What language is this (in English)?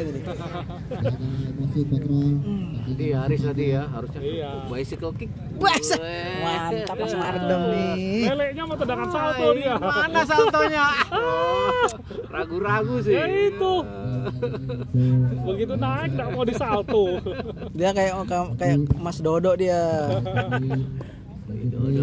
Indonesian